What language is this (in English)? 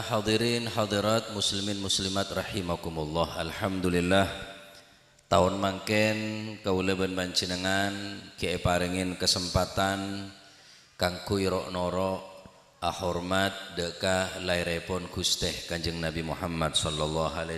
Madurese